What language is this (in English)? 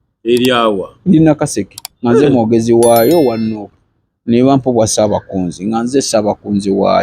Ganda